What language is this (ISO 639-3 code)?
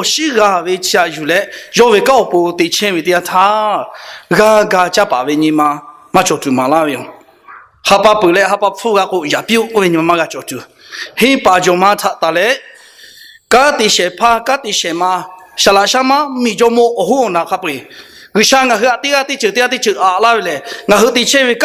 lhu